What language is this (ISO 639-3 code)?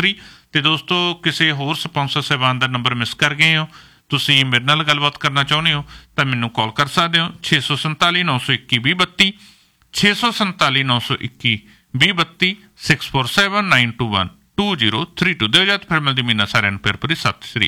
pan